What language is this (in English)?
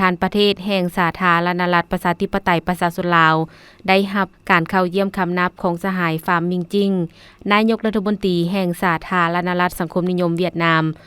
Lao